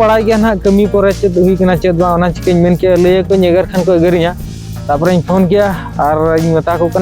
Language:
Santali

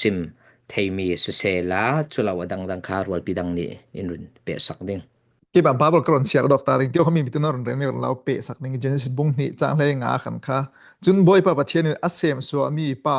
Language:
Falam Chin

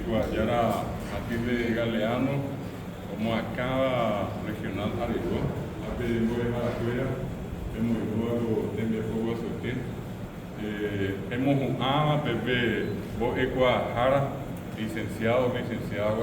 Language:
Guarani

